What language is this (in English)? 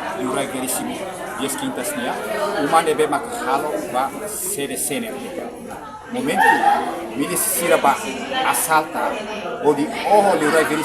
Tetum